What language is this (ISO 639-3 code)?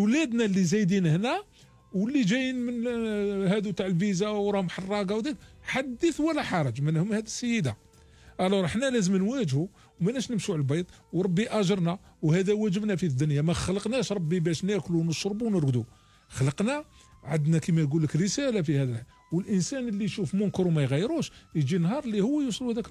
arq